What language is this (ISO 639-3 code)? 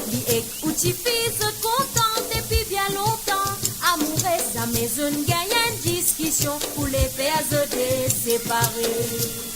mfe